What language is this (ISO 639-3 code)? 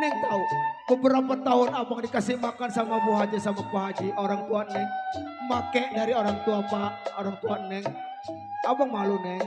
bew